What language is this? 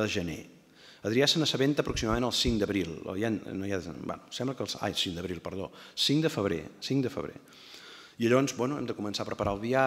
Catalan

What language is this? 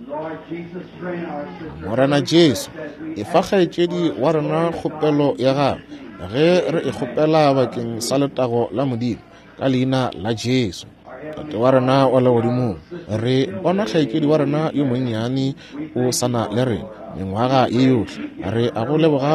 Northern Sotho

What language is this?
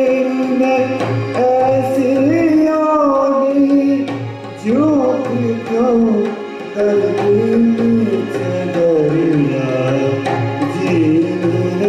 Hindi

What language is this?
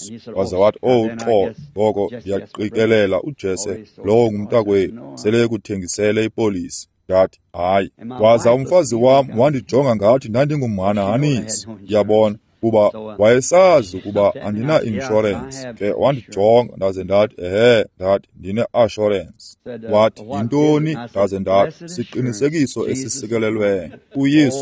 Xhosa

